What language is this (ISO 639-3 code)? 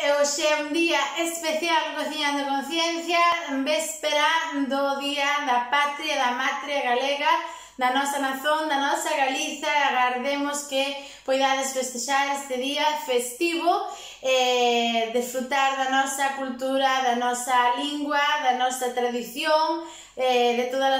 glg